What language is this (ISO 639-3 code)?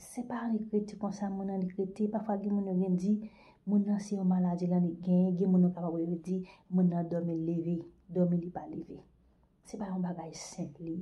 hat